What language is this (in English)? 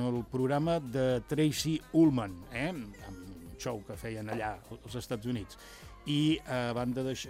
Catalan